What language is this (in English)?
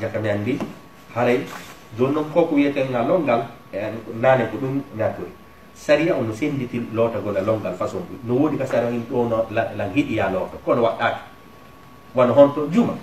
Fula